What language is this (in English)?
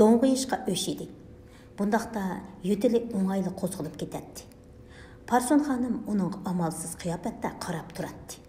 Uyghur